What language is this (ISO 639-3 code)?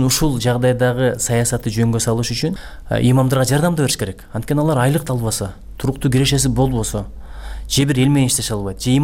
kir